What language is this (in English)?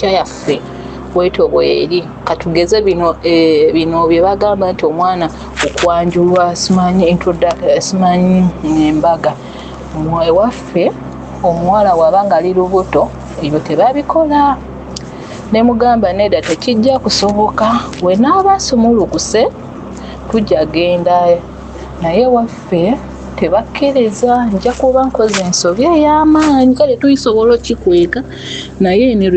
Ganda